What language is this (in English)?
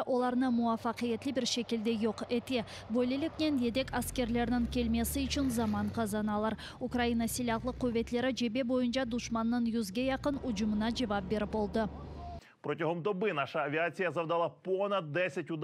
Crimean Tatar